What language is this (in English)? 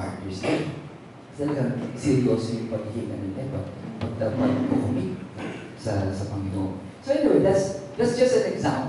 Filipino